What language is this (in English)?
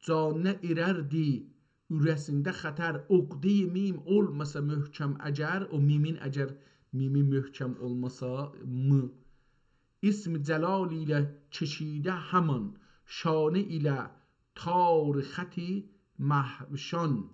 South Azerbaijani